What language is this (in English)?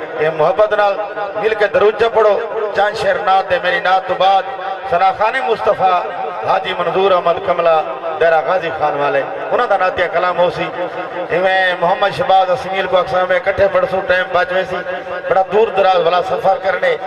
Saraiki